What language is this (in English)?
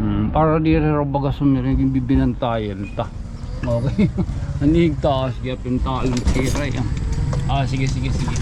Waray